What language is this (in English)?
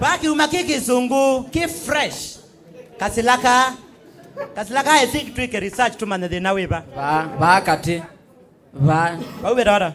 Kamba